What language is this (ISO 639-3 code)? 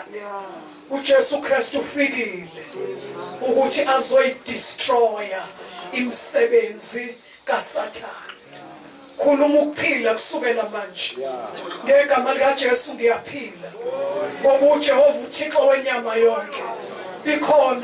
zul